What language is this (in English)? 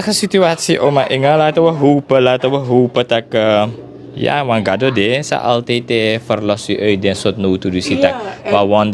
Sranan Tongo